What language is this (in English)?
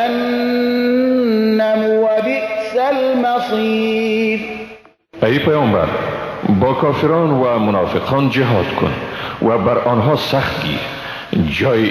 Persian